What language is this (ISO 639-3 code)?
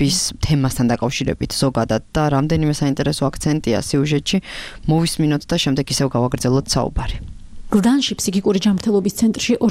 kat